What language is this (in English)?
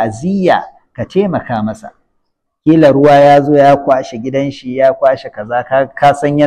Hausa